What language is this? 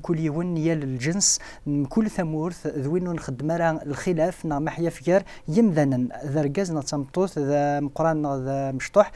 Kabyle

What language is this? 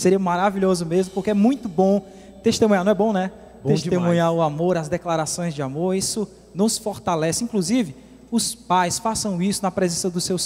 Portuguese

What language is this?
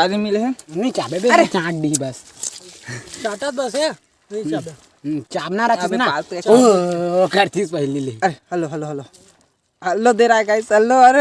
Chhattisgarhi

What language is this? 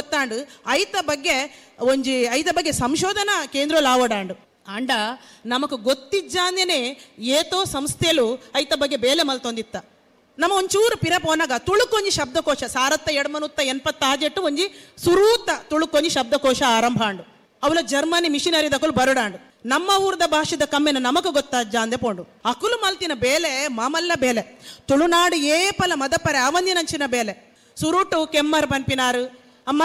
Tulu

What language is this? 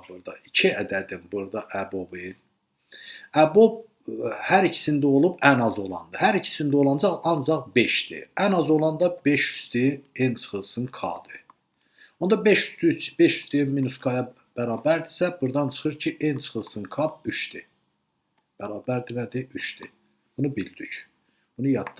Azerbaijani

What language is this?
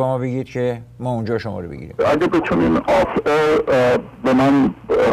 Persian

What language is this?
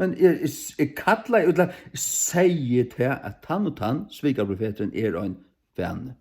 Faroese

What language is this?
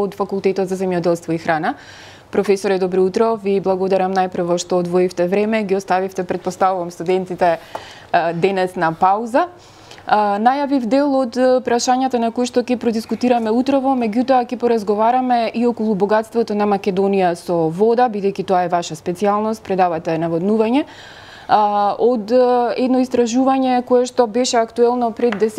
Macedonian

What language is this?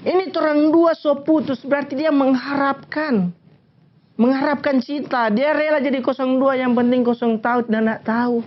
Manado Malay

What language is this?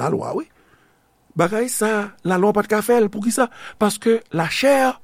Haitian Creole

